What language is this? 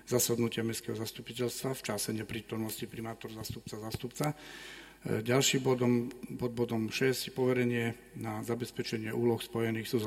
Slovak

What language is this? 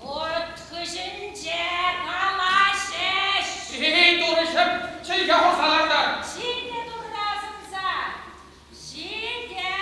Chuvash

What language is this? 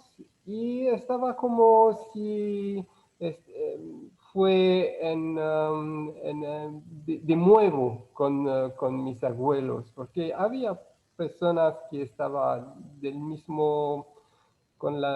Ladino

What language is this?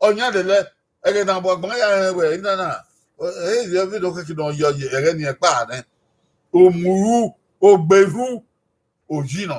Bini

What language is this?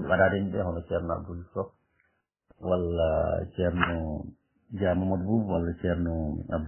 Fula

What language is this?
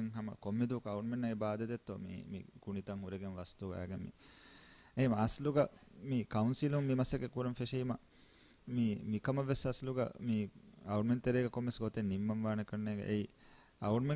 Divehi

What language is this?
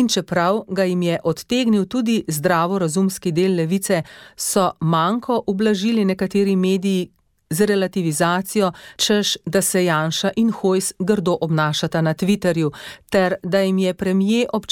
Slovenian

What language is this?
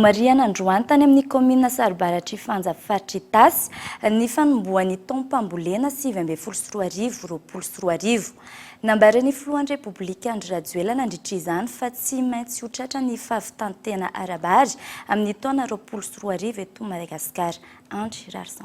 Malagasy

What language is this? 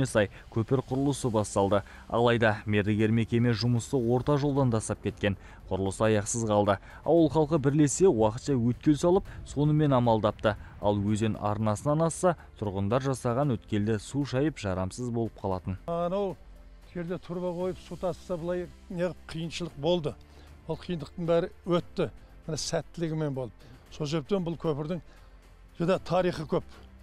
Kazakh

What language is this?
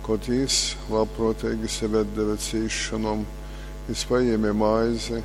Latgalian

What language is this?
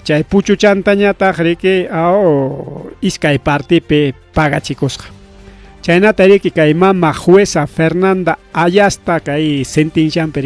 Ayacucho Quechua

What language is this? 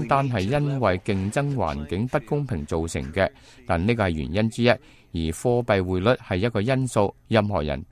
Cantonese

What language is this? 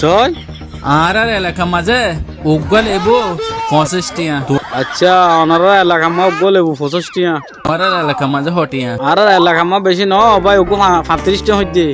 Rohingya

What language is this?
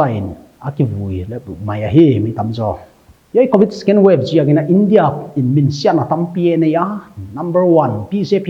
Paite Chin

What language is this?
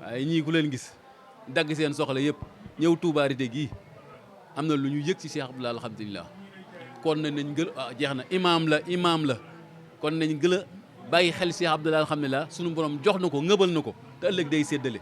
Wolof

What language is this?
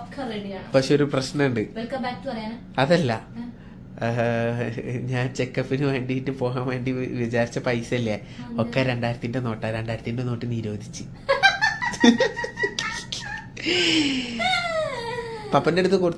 Malayalam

